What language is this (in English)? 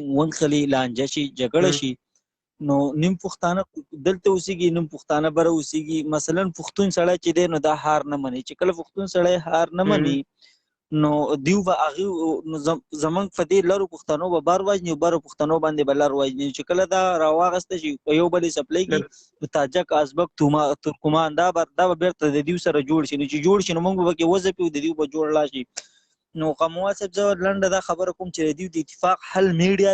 Pashto